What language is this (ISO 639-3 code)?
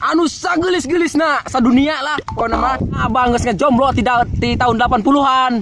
sun